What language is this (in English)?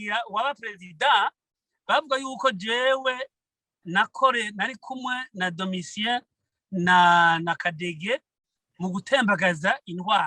Rundi